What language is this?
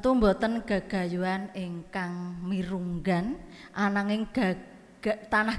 Javanese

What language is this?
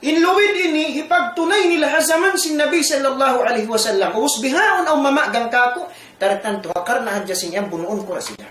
Tausug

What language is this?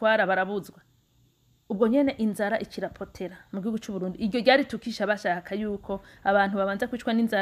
Rundi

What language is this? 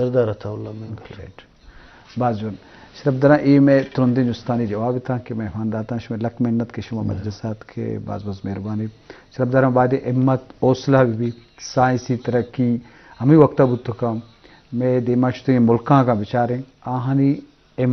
Eastern Balochi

